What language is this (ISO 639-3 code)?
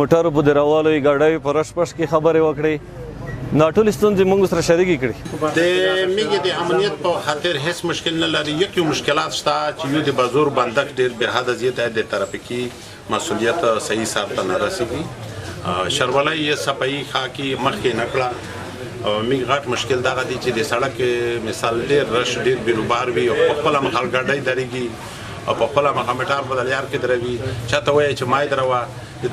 pus